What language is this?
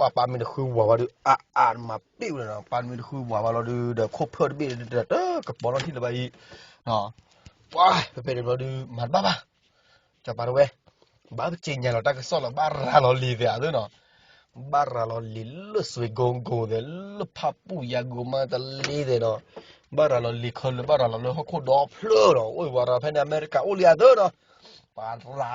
S'gaw Karen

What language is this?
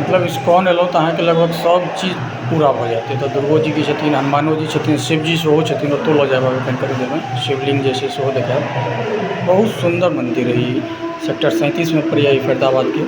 Maithili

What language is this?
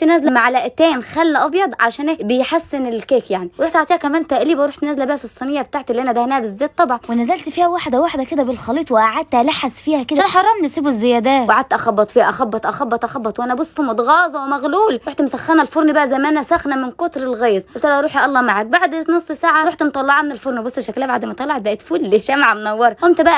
Egyptian Arabic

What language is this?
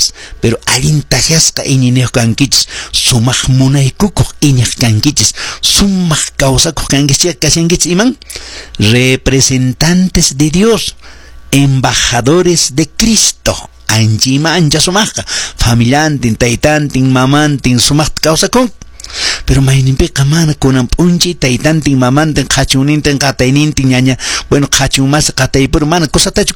Quechua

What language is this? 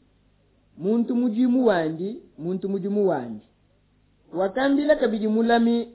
Luba-Lulua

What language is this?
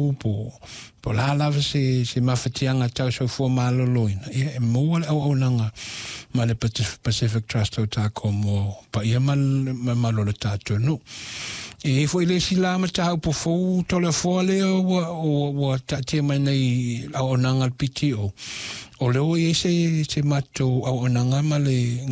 Samoan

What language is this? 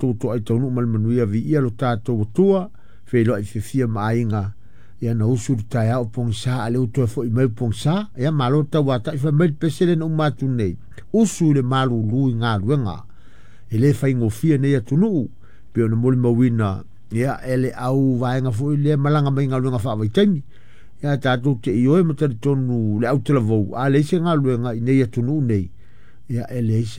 Samoan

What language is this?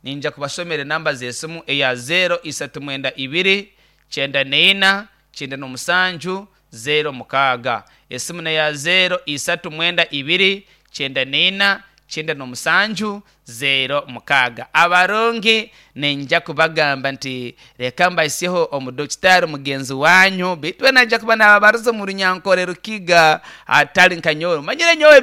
Nyankole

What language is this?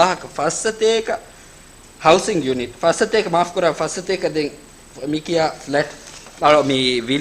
Divehi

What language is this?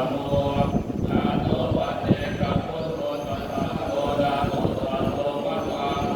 Pali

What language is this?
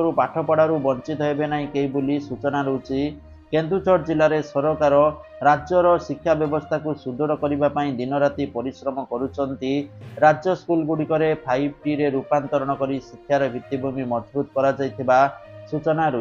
Odia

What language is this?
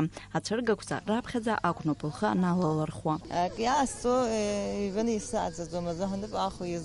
Abkhazian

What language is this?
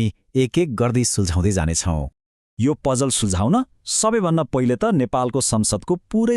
Nepali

